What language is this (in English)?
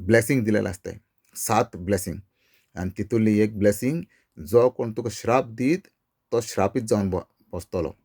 Konkani